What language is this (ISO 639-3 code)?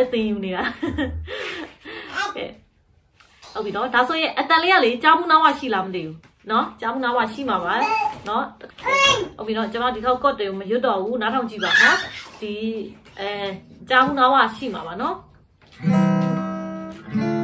mya